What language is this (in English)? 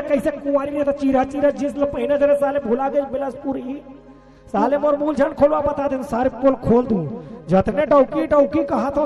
Chhattisgarhi